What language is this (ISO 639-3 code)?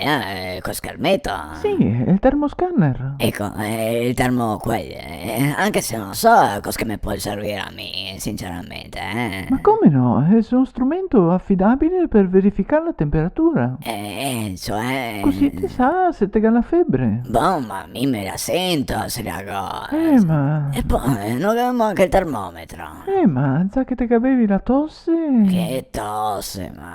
vec